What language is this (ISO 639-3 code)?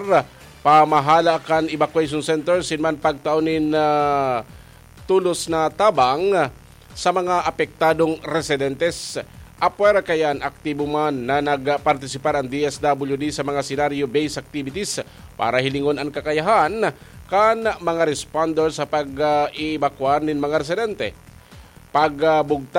bik